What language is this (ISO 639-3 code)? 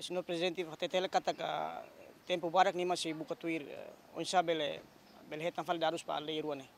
tet